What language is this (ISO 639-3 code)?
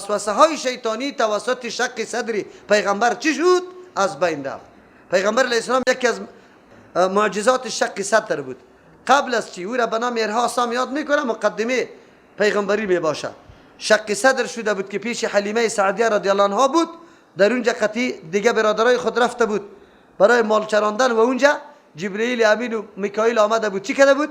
fas